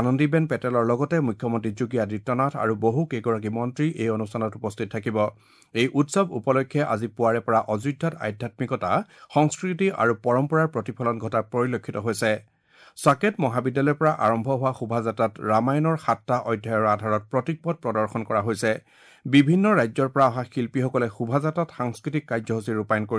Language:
Assamese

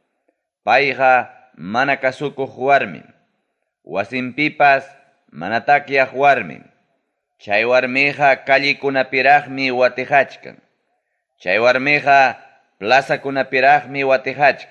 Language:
Ayacucho Quechua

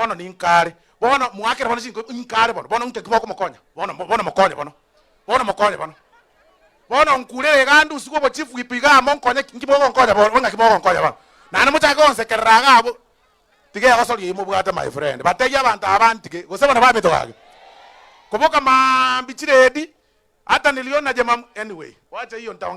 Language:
Gusii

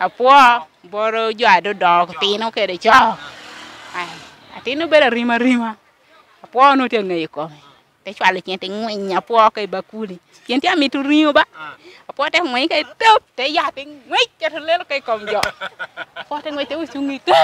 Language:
Lango (Uganda)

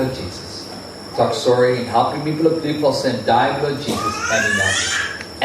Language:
Tok Pisin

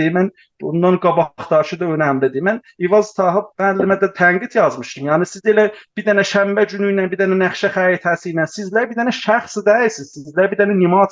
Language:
South Azerbaijani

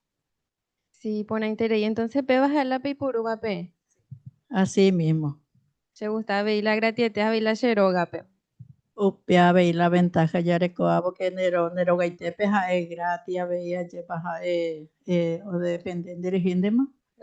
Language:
Guarani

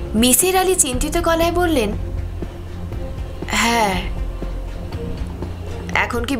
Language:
Bangla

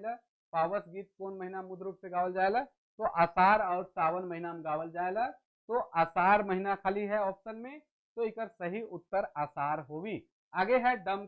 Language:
Sadri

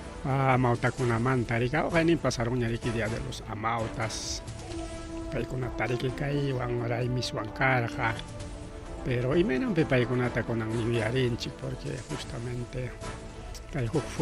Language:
Ayacucho Quechua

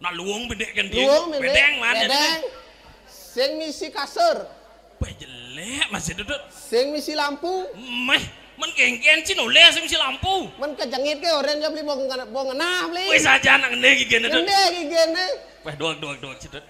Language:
Balinese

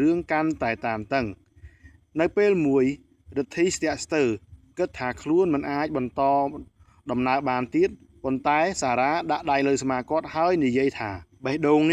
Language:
Khmer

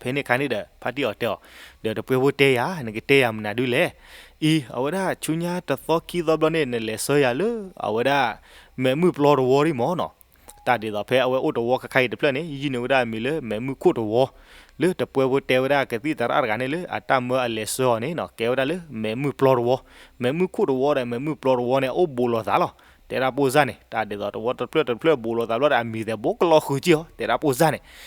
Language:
S'gaw Karen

